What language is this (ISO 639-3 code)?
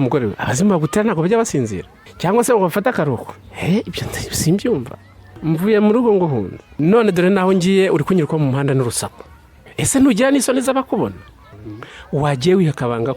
kin